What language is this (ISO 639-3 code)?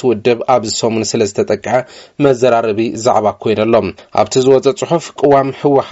tir